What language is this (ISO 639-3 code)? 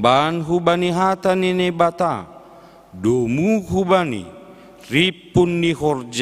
bts